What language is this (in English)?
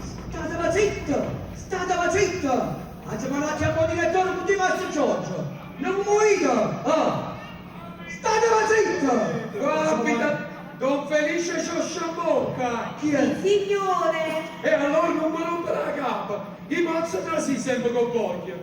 Neapolitan